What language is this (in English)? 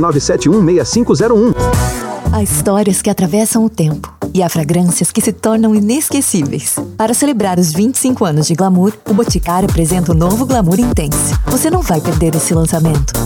Portuguese